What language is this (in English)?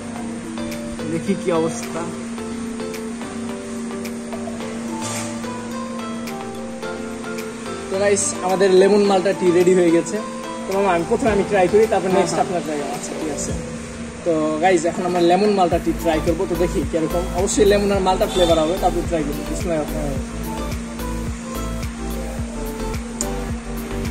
Bangla